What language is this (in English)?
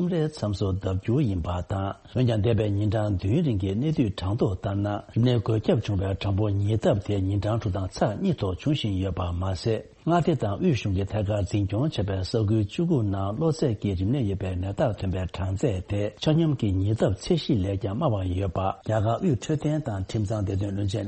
Tibetan